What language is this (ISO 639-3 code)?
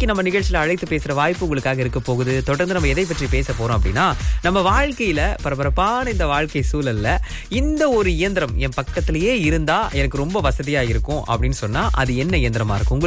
tam